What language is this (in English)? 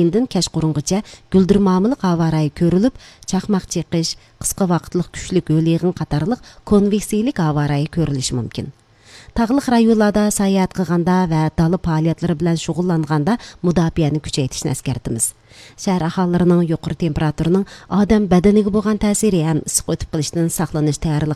Uyghur